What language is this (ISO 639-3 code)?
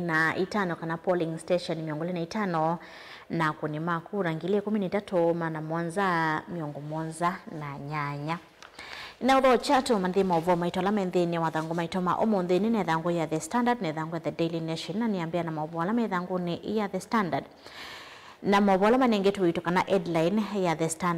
kam